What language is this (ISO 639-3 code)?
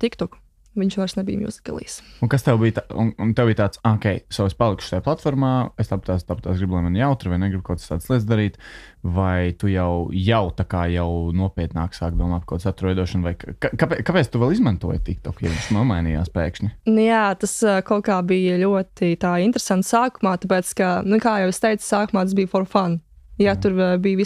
lav